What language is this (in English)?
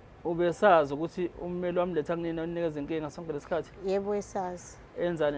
Zulu